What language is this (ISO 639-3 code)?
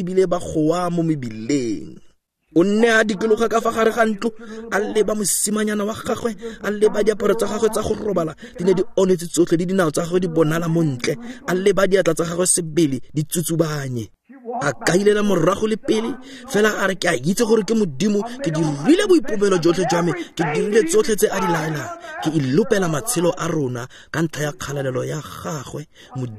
tsn